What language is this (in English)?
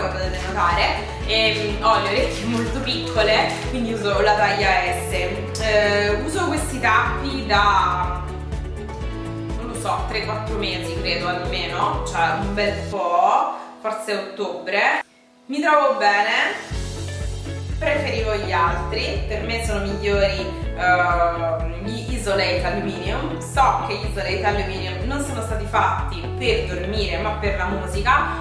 Italian